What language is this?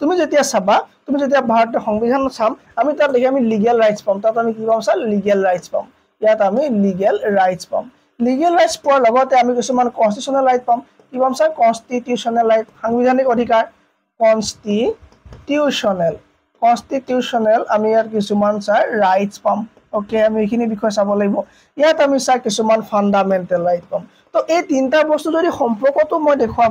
Assamese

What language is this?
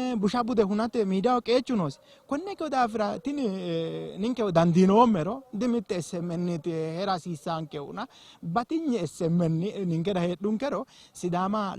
Sidamo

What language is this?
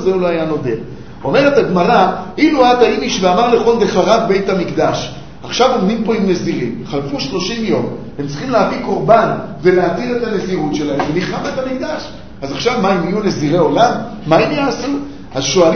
Hebrew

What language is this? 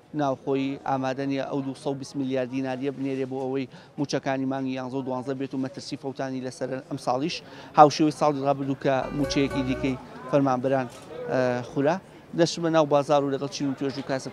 Central Kurdish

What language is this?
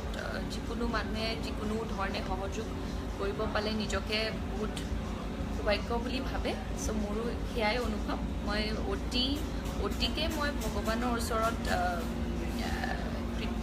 Assamese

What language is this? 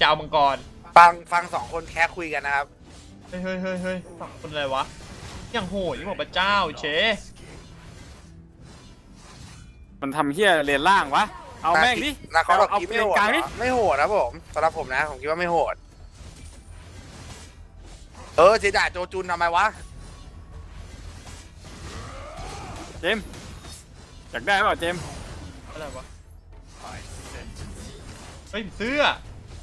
Thai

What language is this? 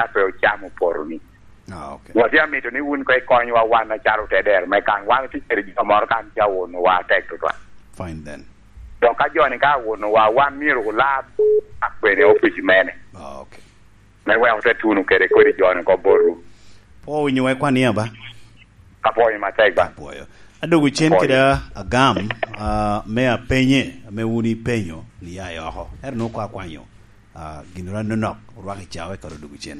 Lango (Uganda)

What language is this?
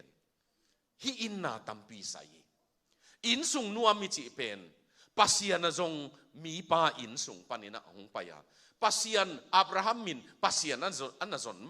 Tedim Chin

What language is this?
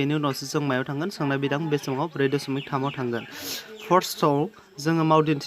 Bodo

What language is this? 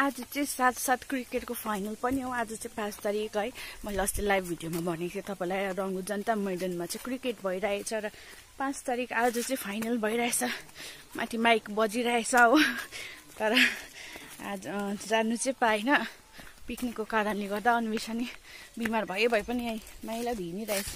Nepali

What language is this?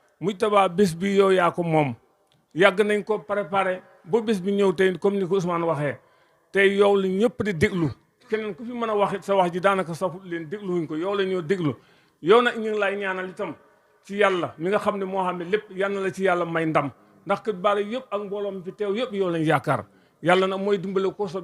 Wolof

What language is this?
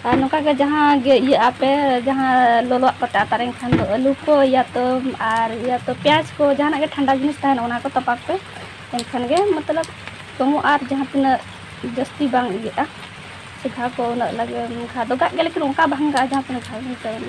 Santali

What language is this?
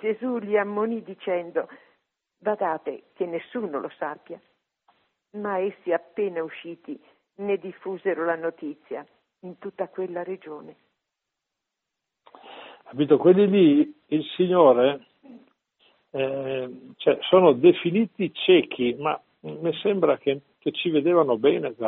Italian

